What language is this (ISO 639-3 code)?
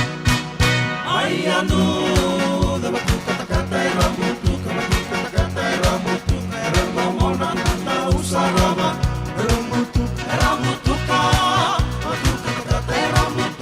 fij